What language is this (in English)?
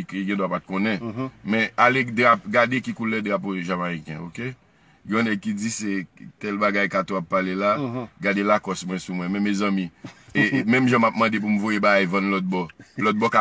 Haitian Creole